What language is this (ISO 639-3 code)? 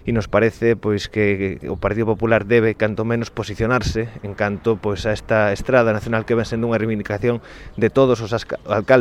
glg